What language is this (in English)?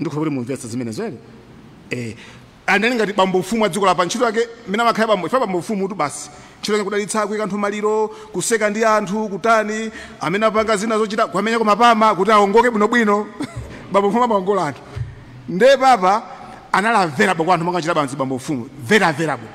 Nyanja